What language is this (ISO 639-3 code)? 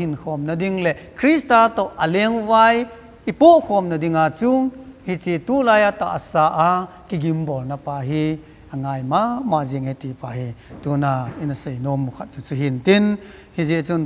tcz